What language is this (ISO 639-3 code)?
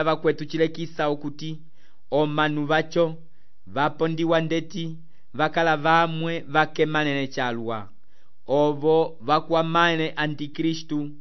umb